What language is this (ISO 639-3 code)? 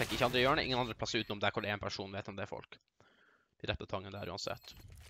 nor